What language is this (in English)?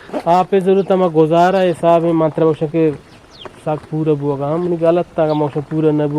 Eastern Balochi